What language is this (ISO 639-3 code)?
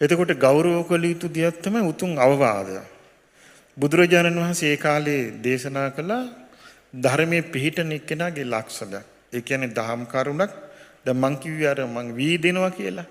sin